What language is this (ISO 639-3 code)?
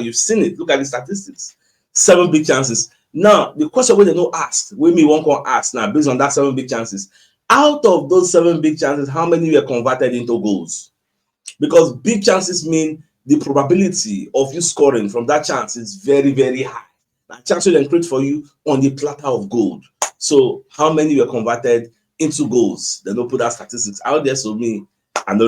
pcm